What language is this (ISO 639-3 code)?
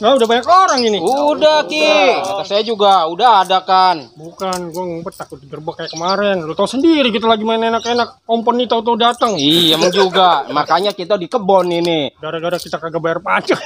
bew